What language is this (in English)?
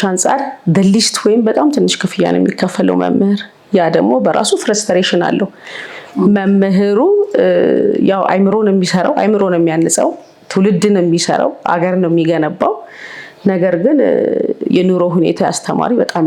Amharic